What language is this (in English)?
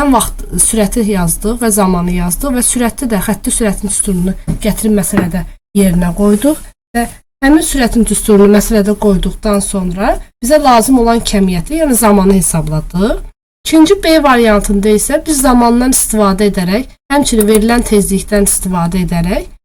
Azerbaijani